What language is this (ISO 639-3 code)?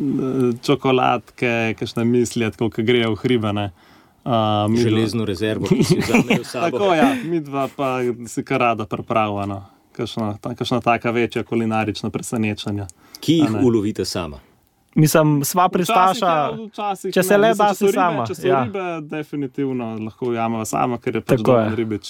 slv